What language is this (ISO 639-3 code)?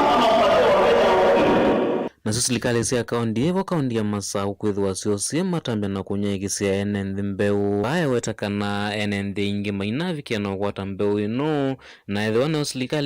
kam